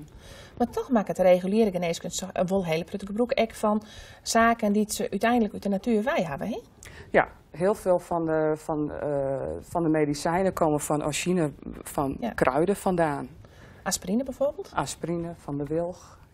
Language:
Western Frisian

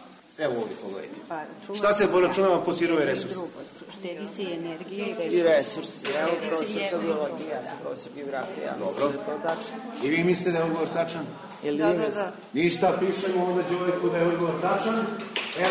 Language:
Serbian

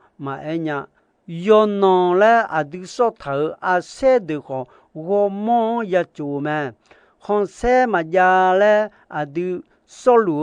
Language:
Akha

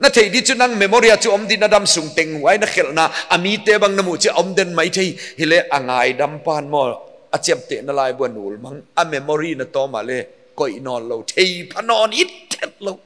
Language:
Paite Chin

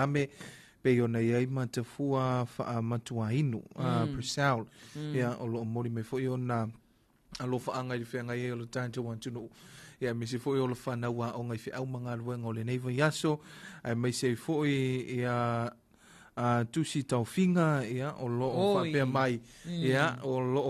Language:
Samoan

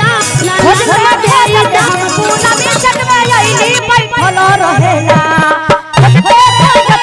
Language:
Magahi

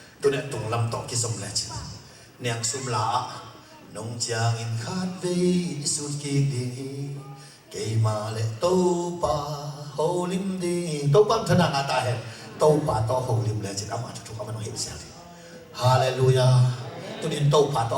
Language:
Tedim Chin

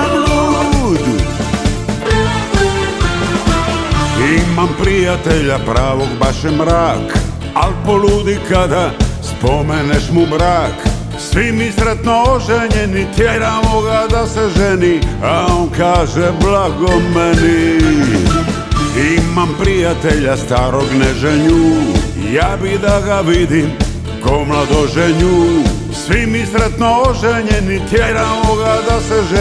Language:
Croatian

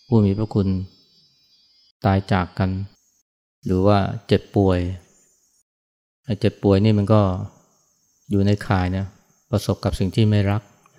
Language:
Thai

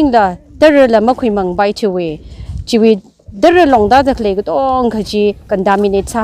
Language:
Tangkhul Naga (India)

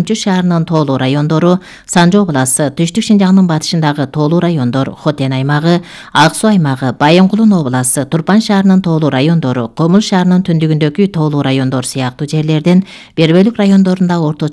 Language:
Kyrgyz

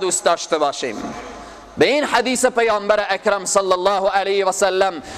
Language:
Persian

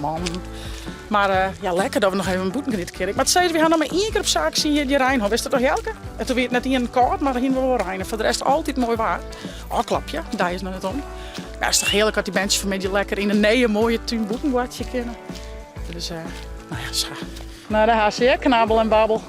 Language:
Western Frisian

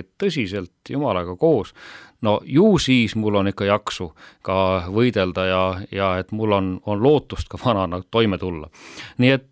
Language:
Estonian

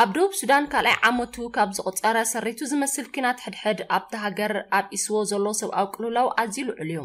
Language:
Tigrinya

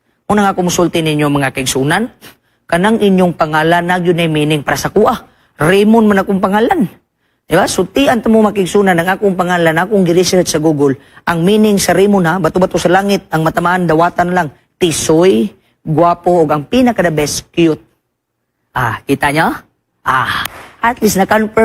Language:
Cebuano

